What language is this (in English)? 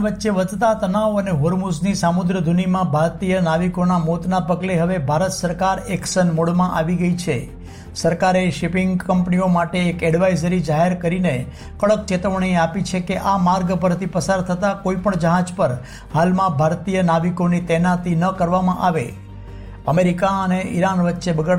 Gujarati